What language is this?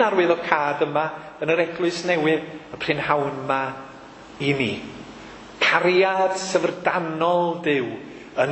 Welsh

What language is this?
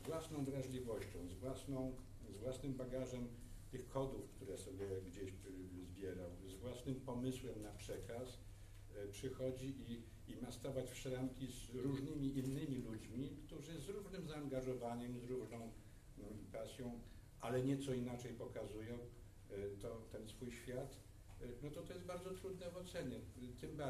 Polish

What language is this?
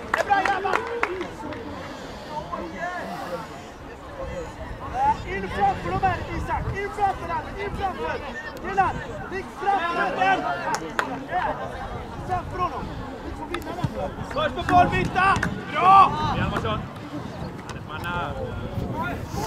Swedish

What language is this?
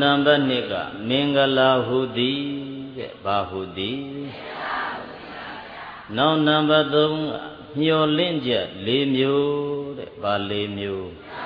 Burmese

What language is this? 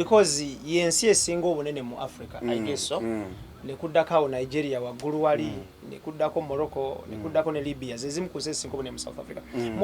Ganda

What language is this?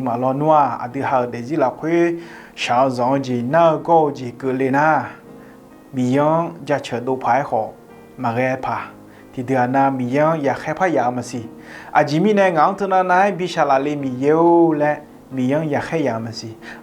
Akha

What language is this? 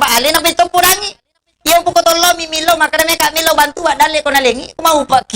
Buginese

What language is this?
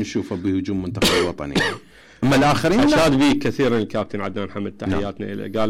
Mesopotamian Arabic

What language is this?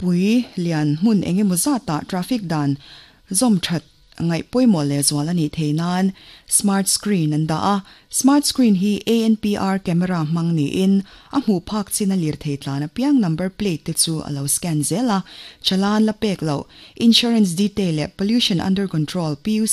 Mizo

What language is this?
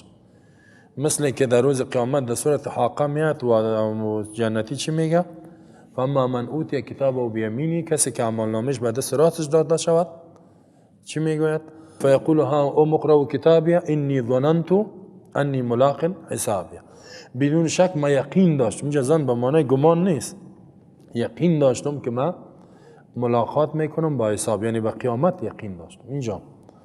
Persian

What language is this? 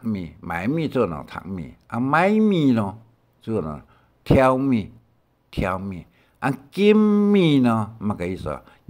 Hakka Chinese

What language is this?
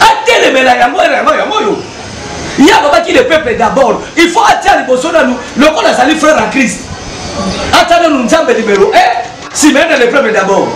Lingala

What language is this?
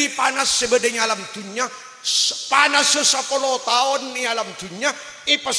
Madurese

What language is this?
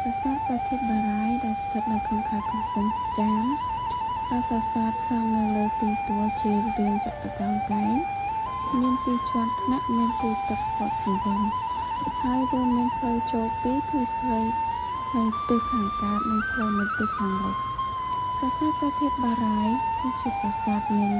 Khmer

